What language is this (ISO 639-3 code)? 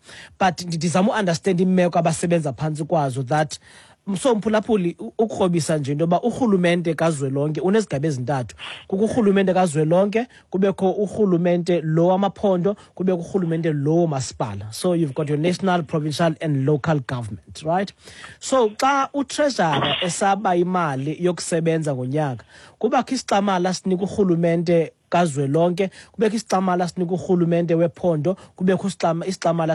xho